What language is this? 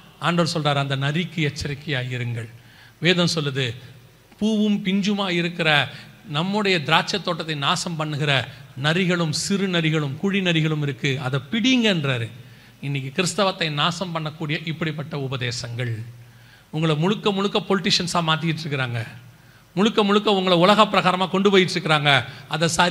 Tamil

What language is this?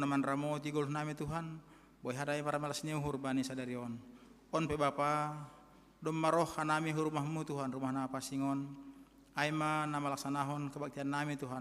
Batak Simalungun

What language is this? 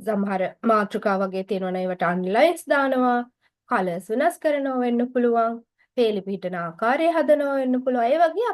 Sinhala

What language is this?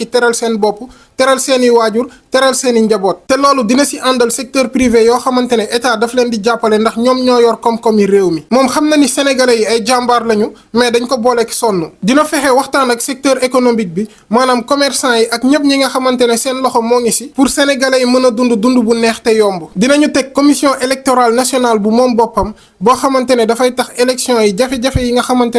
Wolof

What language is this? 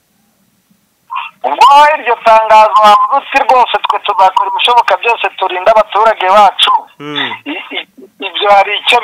Kinyarwanda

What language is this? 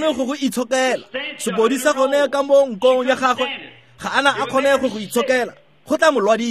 Tswana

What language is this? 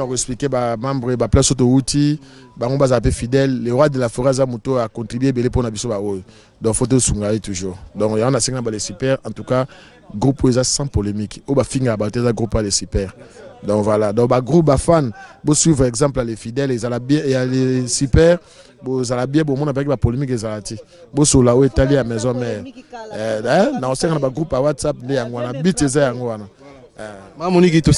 Lingala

